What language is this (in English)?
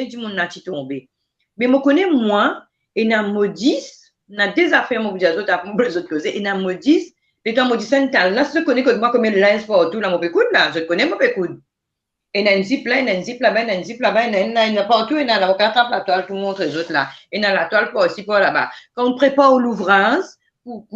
Morisyen